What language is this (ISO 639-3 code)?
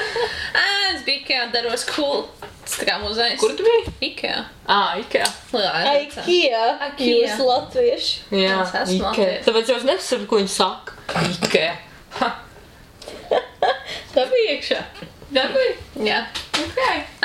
lav